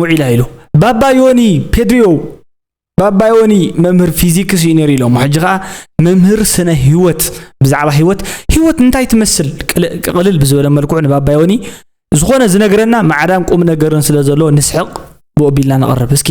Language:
Tigrinya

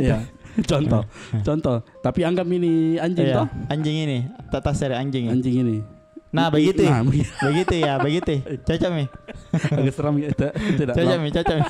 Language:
Makassar Malay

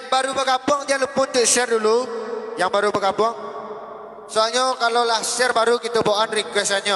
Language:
Minangkabau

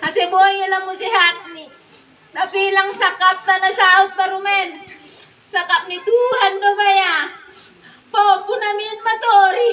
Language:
Batak Simalungun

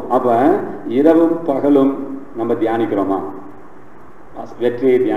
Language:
Tamil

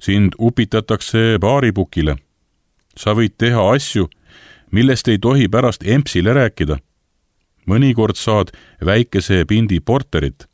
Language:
Estonian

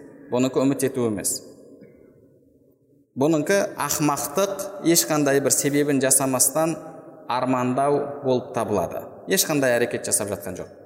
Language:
Kazakh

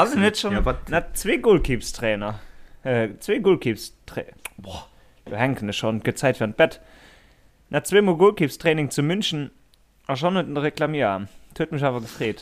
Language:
Luxembourgish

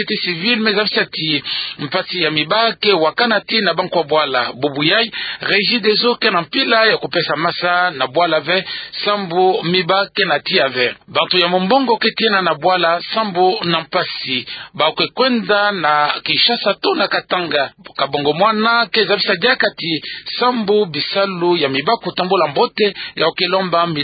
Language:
Kituba (Democratic Republic of Congo)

